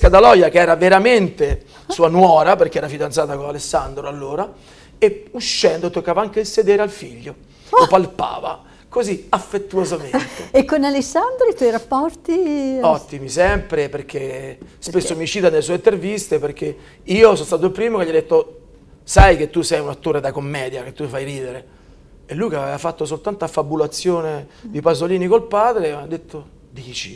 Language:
Italian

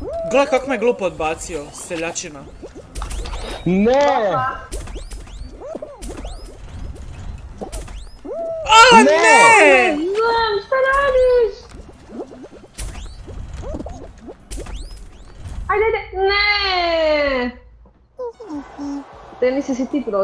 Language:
Croatian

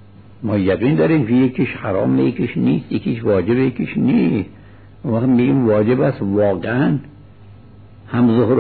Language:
Persian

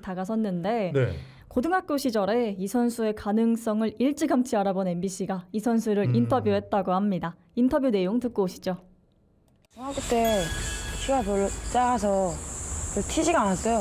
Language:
Korean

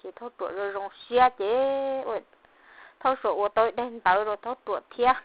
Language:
Hmong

